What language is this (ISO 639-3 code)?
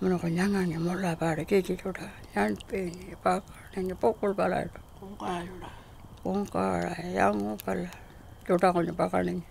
pjt